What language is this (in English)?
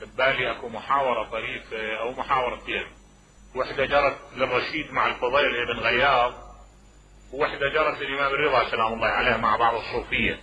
Mesopotamian Arabic